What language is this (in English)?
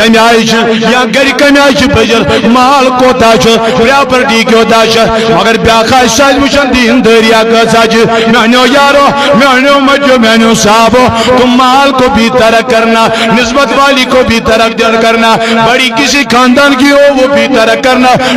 Kashmiri